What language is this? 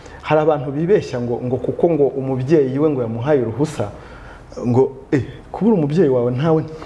Kinyarwanda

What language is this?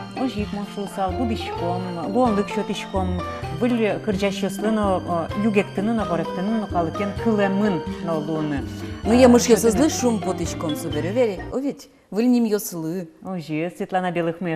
Udmurt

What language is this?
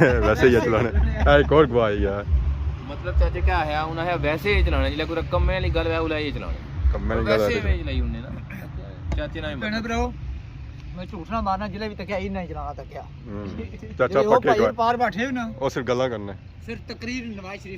Pahari-Potwari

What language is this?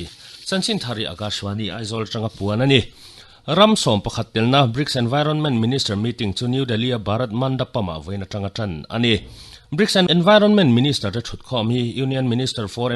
Mizo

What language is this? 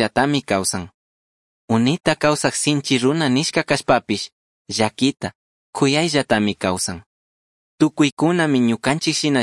Chimborazo Highland Quichua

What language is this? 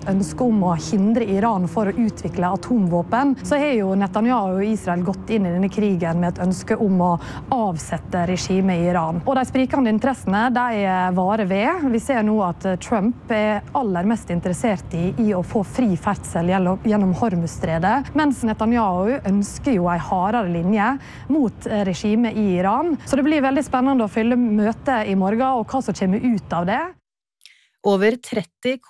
Norwegian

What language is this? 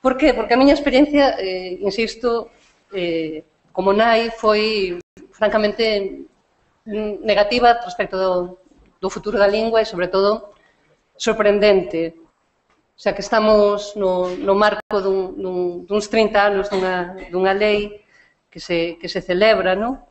Galician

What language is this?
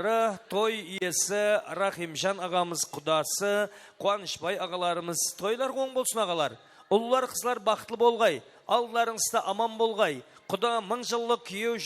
Kara-Kalpak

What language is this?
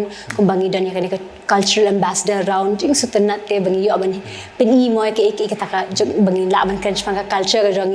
Khasi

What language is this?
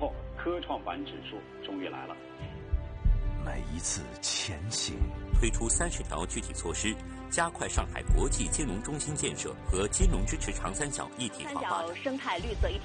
Chinese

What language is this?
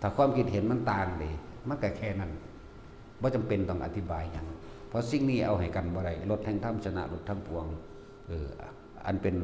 Northeastern Thai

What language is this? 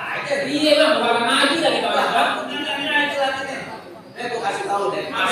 Betawi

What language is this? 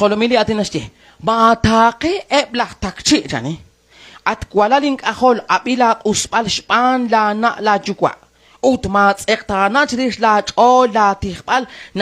Kekchí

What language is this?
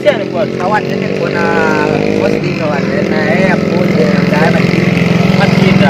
Minangkabau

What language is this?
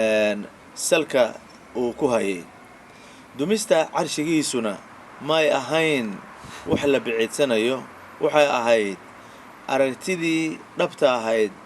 Somali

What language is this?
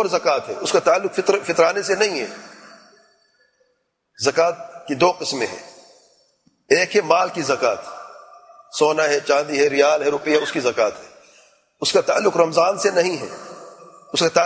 Urdu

